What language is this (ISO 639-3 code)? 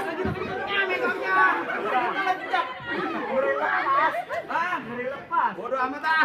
bew